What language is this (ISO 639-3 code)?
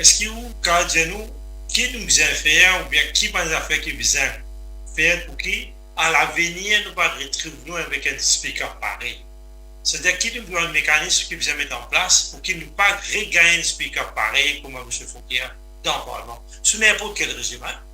mfe